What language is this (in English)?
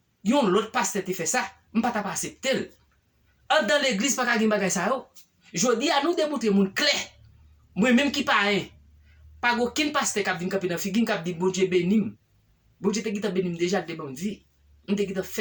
Haitian Creole